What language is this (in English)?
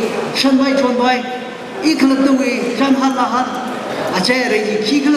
Tangkhul Naga (India)